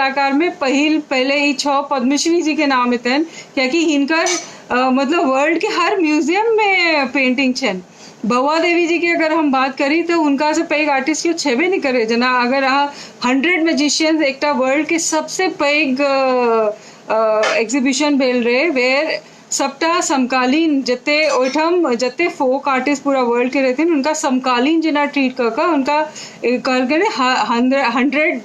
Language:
Maithili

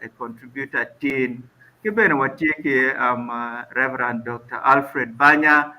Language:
Acoli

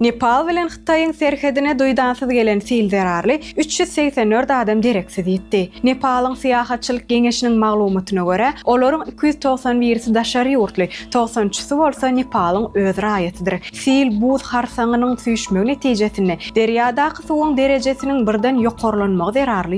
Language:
Turkmen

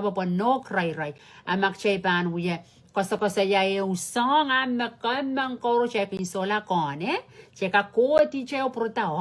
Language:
Pohnpeian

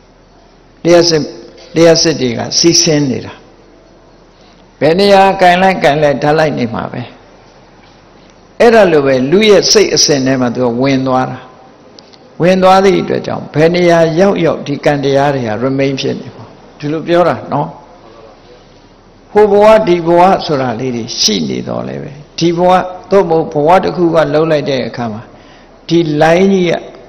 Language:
Burmese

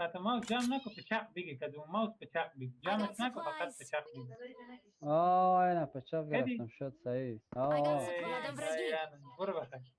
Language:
Persian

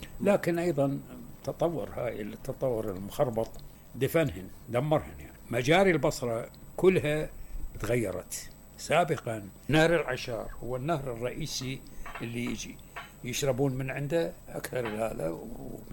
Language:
Mesopotamian Arabic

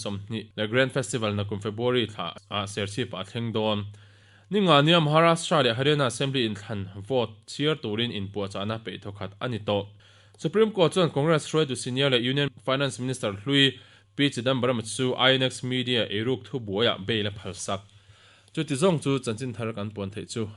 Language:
Mizo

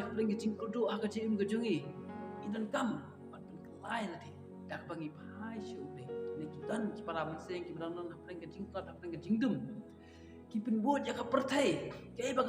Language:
Khasi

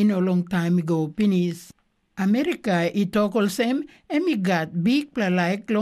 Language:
Tok Pisin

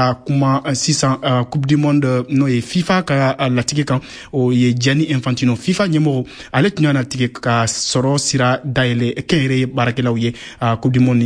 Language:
Bambara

